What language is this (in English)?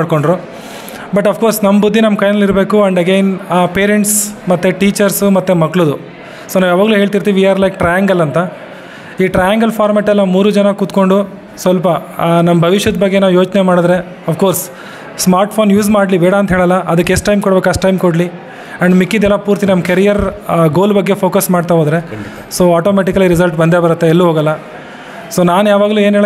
Kannada